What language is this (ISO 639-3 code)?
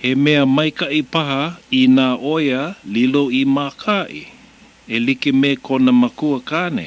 haw